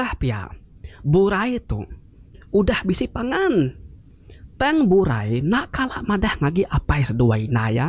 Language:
Iban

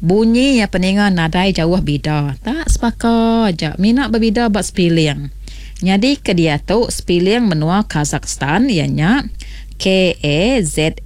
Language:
Iban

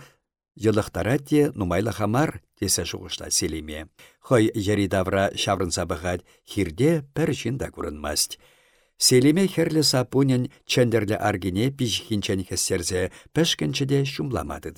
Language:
Chuvash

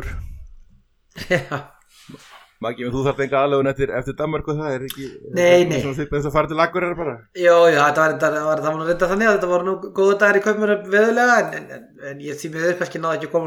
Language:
Icelandic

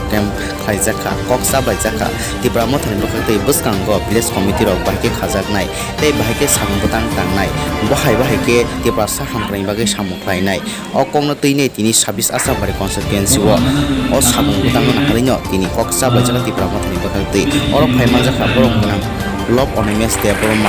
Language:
Kok Borok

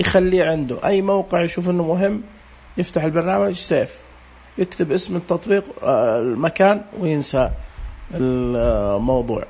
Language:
Najdi Arabic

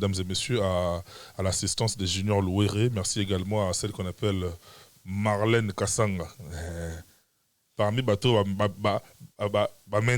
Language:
Lingala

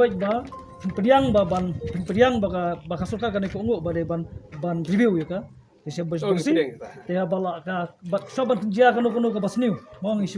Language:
Khasi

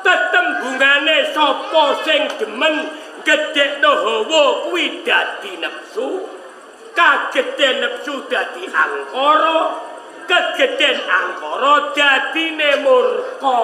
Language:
Javanese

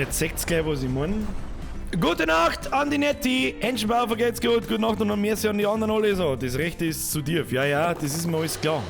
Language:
Bavarian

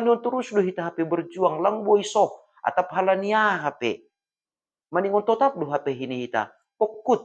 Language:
Batak Simalungun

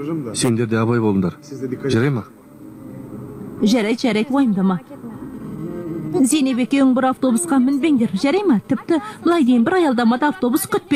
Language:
Kazakh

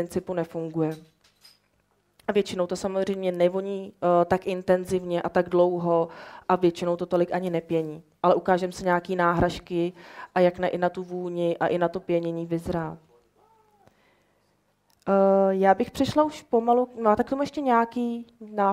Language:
Czech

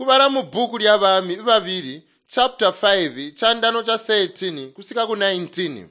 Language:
Tonga (Zambia)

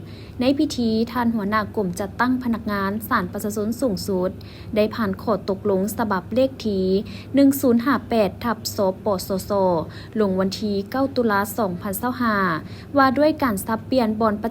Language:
Lao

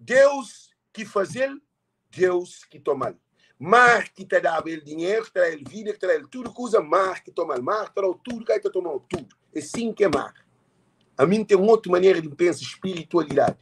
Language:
Kabuverdianu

